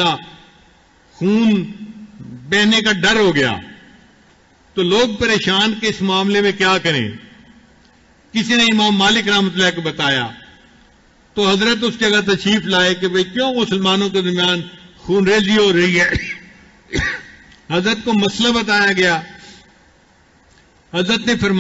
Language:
Urdu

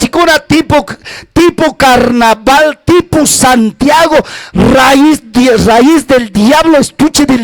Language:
Ayacucho Quechua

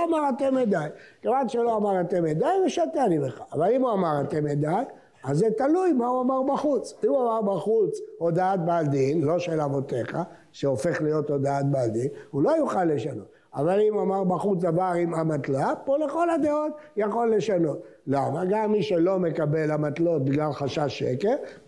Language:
Hebrew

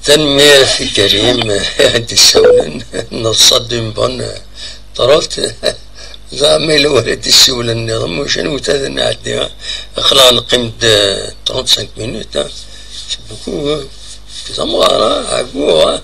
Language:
Kabyle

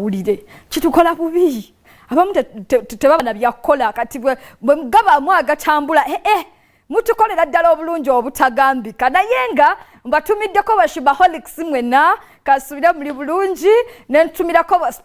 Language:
Ganda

